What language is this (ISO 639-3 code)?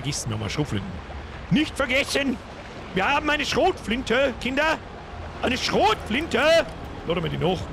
bar